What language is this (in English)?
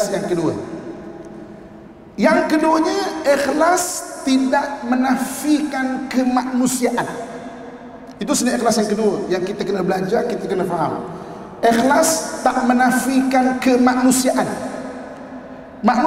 Malay